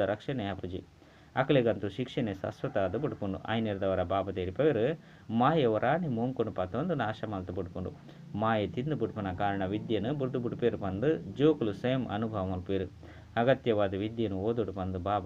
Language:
Tulu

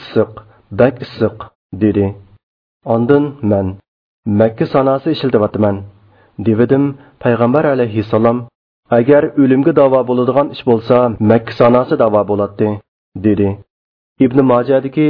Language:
Uyghur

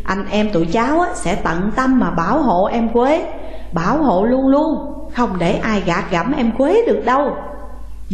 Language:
Vietnamese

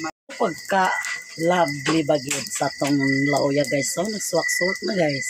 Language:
Cebuano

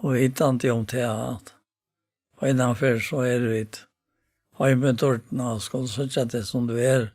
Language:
Faroese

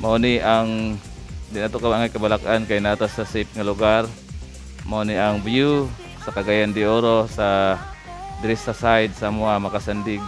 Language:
Cebuano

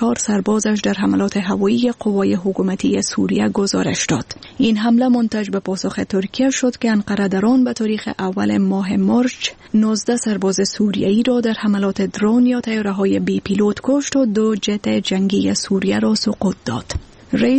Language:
Persian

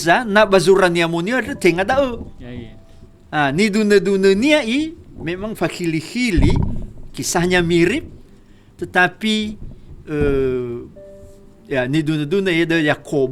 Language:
Nias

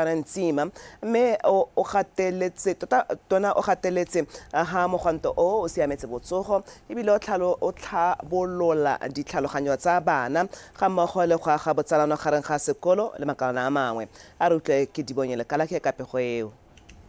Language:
Tswana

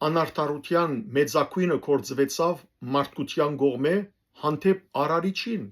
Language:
Western Armenian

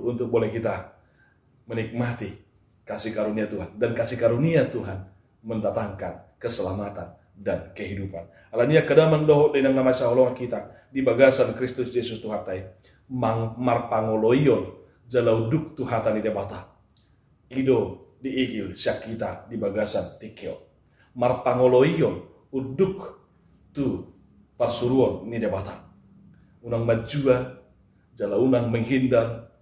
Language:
Batak Toba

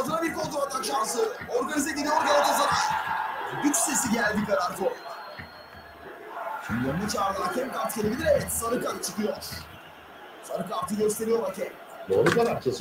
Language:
Turkish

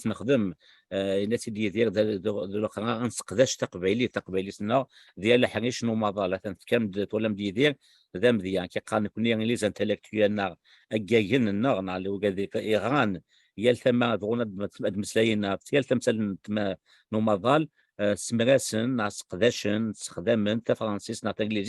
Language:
Kabyle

